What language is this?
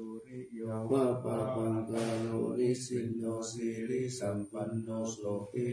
Pali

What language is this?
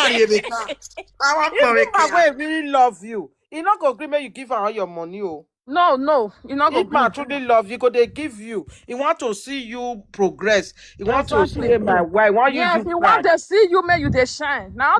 Nigerian Pidgin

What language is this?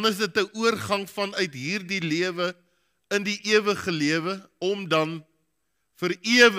Afrikaans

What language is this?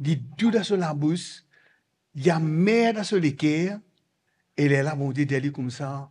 Morisyen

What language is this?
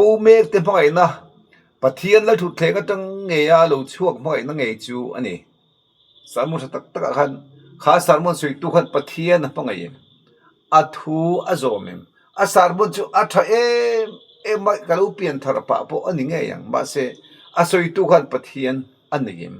Mizo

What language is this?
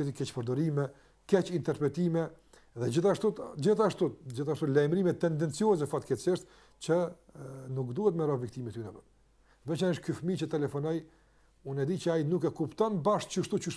Albanian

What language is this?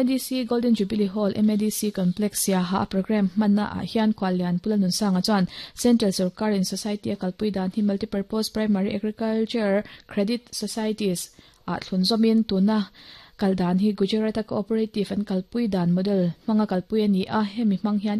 Mizo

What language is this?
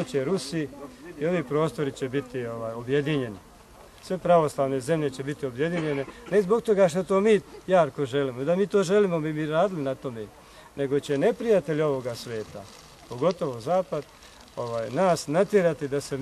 Bosnian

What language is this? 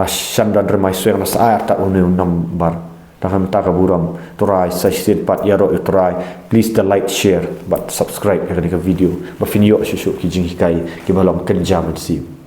Khasi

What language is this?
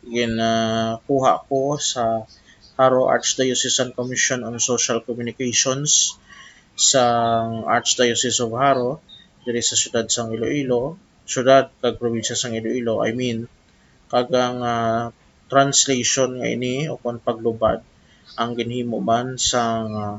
Hiligaynon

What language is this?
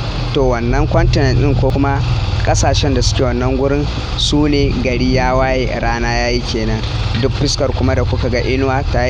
Hausa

